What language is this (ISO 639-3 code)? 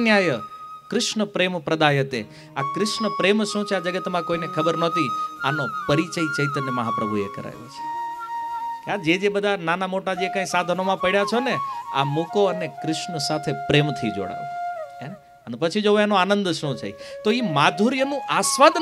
guj